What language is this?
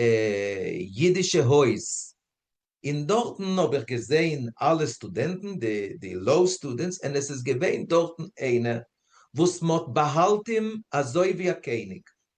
Yiddish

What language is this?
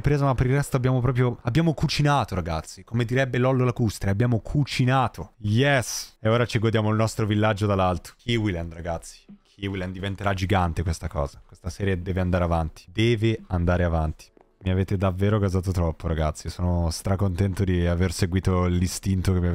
Italian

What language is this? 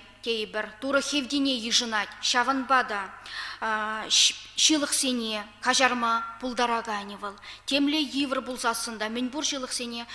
Chuvash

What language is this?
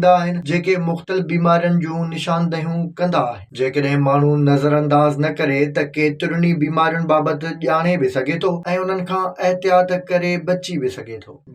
Sindhi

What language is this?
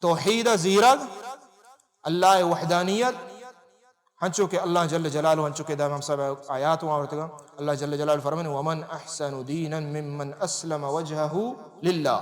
Baluchi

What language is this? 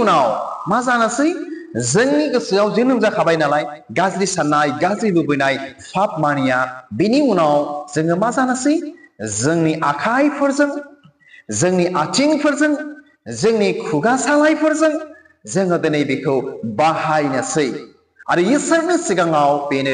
Bodo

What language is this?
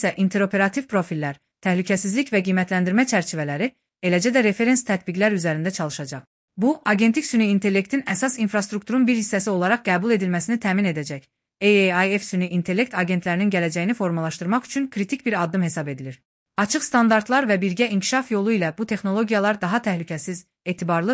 Azerbaijani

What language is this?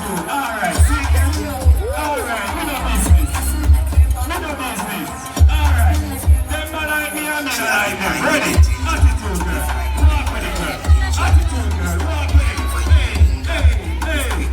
Jamaican Creole English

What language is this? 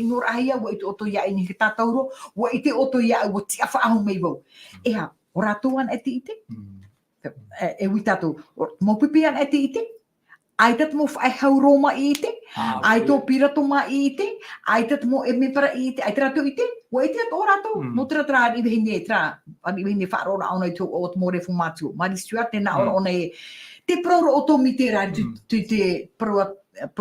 Tahitian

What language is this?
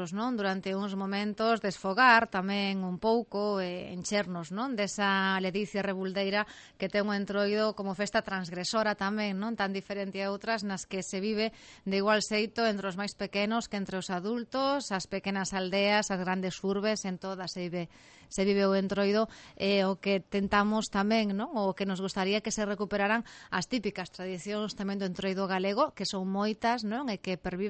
Galician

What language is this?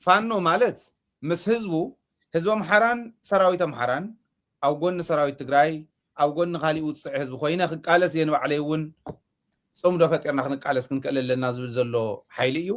Tigrinya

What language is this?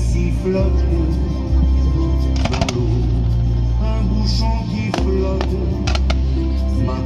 French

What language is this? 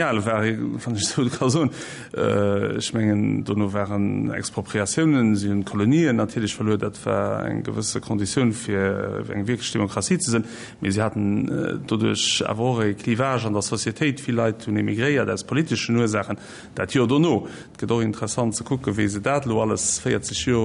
Luxembourgish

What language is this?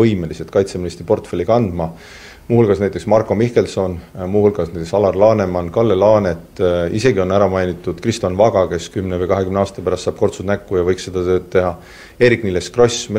Estonian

